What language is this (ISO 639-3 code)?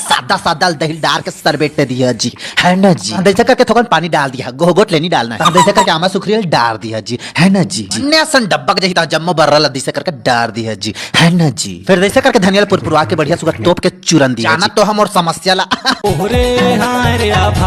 hne